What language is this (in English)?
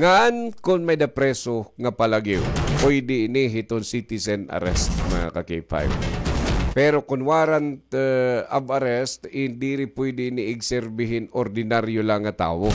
Waray